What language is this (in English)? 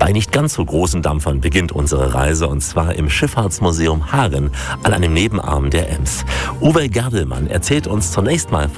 German